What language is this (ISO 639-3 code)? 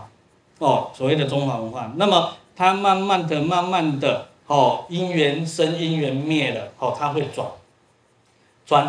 zho